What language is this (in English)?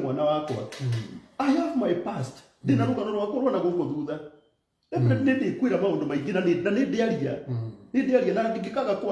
Kikuyu